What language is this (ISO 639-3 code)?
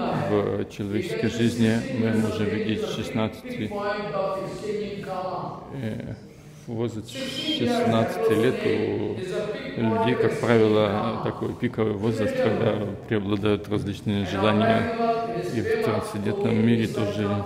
rus